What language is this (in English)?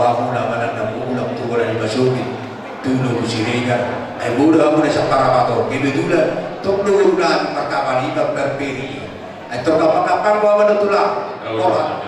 Batak Toba